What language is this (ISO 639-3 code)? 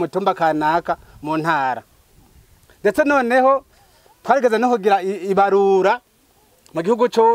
run